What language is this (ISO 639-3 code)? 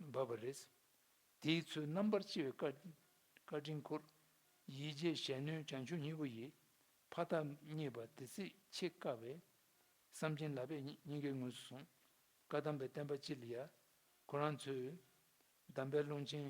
bod